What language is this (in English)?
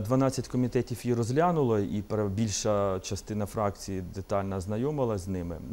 Ukrainian